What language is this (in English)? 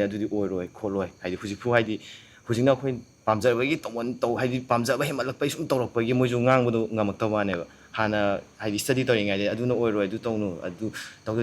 Manipuri